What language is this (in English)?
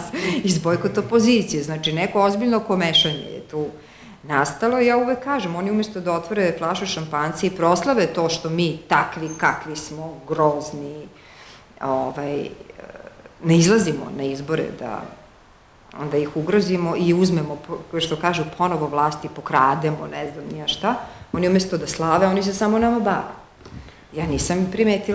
Serbian